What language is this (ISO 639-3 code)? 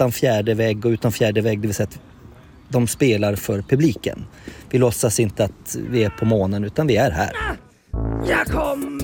swe